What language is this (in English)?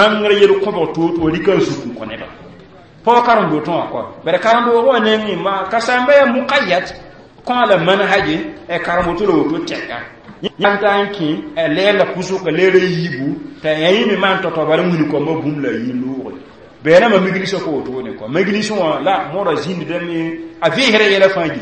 Mossi